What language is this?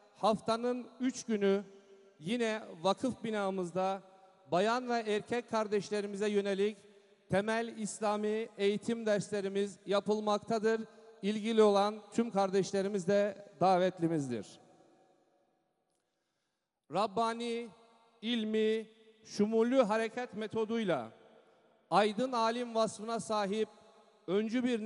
Turkish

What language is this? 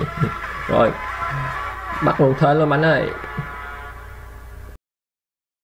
Vietnamese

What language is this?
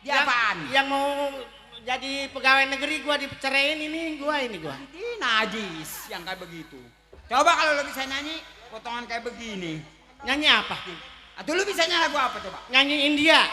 Betawi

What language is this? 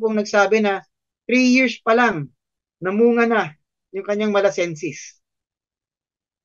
Filipino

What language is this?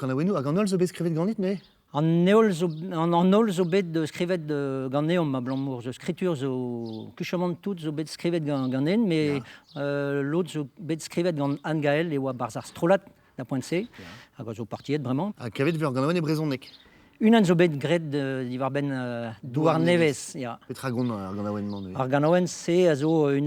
Breton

